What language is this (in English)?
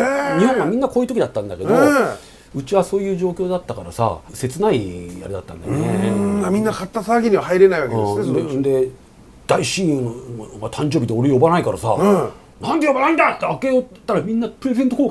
Japanese